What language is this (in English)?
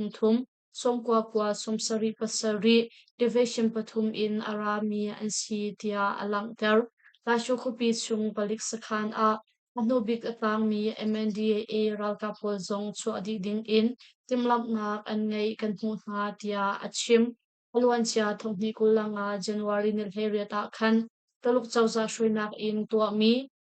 Hakha Chin